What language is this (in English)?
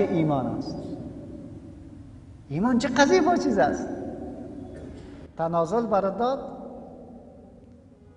Persian